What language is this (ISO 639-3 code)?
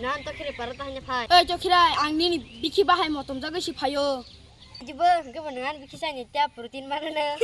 trp